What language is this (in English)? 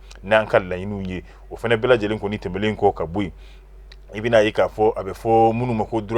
Bambara